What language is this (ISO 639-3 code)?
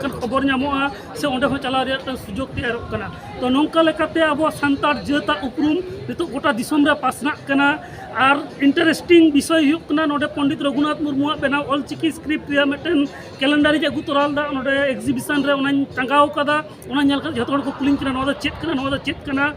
sat